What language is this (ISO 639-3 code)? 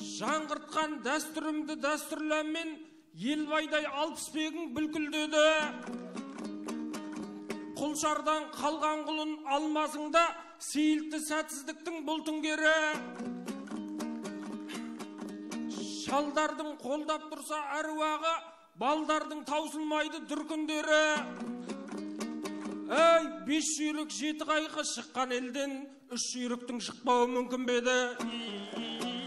kaz